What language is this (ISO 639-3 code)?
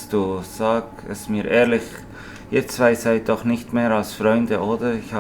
gsw